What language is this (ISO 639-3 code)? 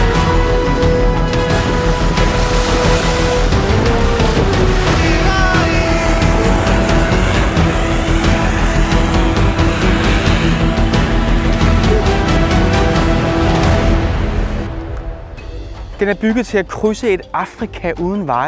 dan